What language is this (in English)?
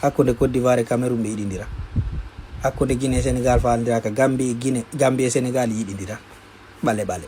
Fula